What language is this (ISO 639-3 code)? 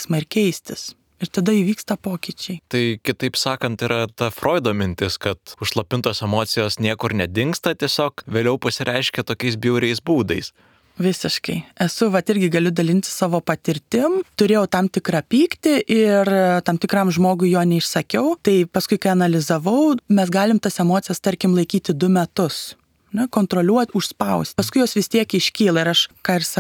lit